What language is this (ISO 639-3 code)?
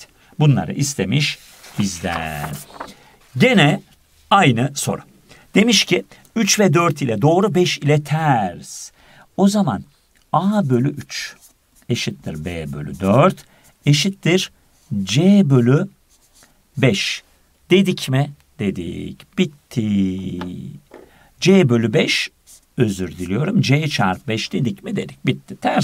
tur